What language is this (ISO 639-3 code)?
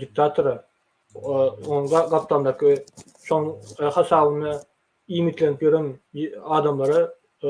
tuk